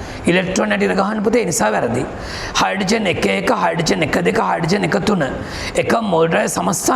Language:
Sinhala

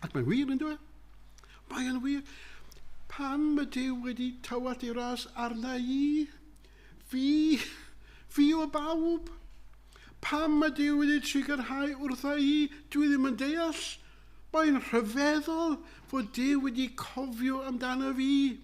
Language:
Welsh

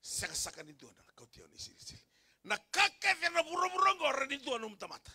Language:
Fijian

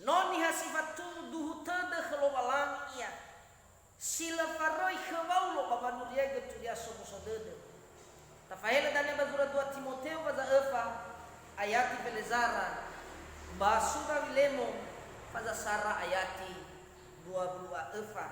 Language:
Nias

